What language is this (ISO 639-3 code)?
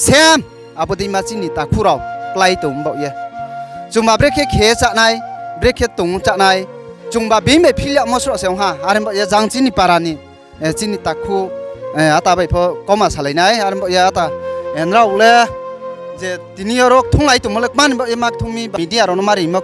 ria